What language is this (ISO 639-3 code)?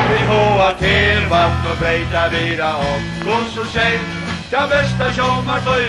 fao